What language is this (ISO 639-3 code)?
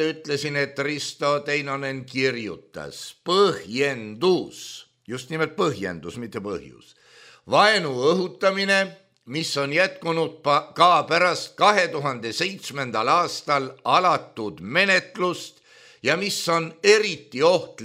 est